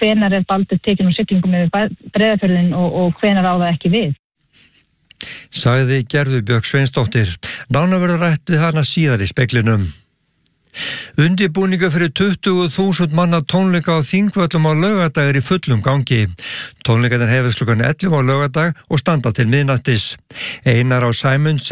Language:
Icelandic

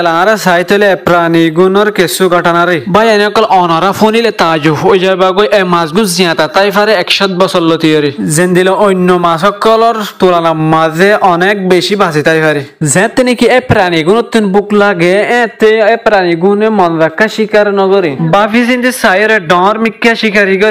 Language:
Rohingya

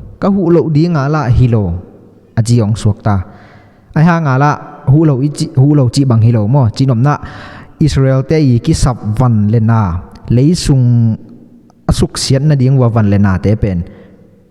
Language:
Tedim Chin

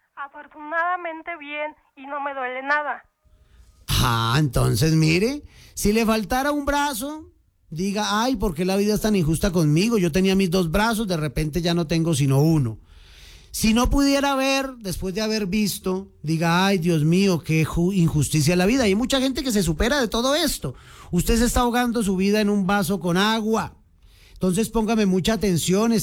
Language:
Spanish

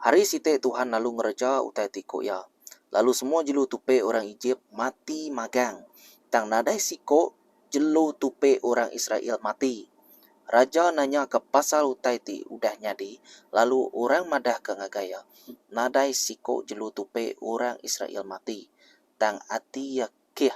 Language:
Iban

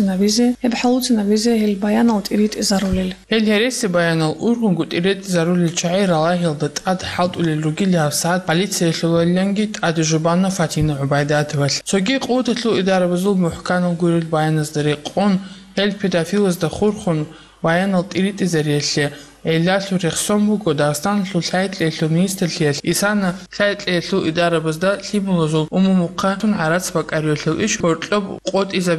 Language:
Avaric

